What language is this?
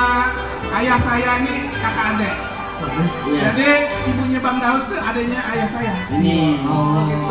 Betawi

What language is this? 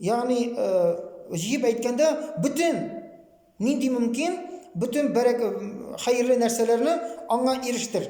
Tatar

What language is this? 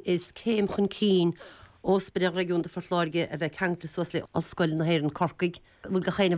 Irish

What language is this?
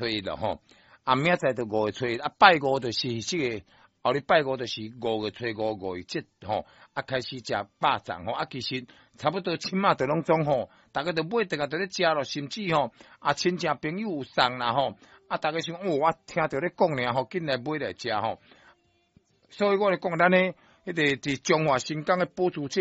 Min Nan Chinese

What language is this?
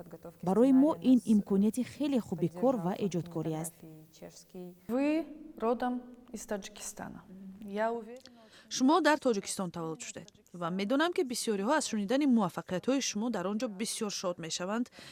Tajik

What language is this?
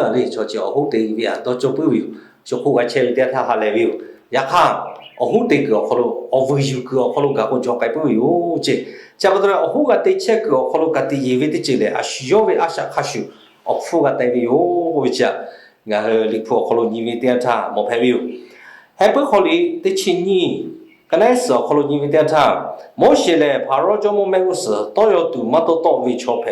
Lahu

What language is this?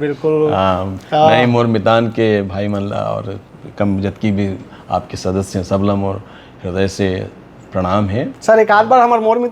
Chhattisgarhi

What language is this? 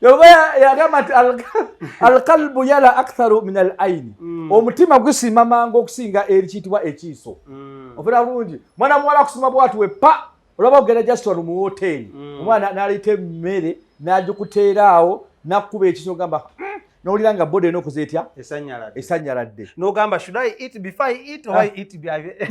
Ganda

